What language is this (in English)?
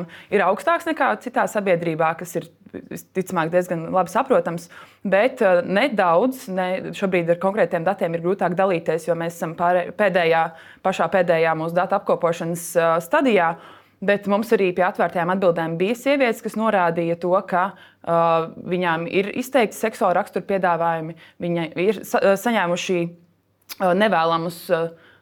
Latvian